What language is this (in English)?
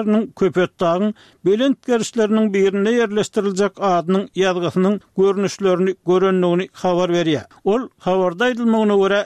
Turkmen